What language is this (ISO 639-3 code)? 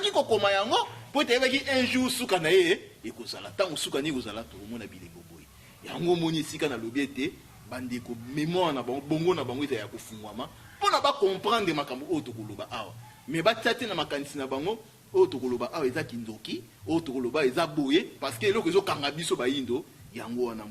lin